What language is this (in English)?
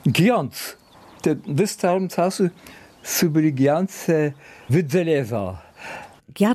Lower Sorbian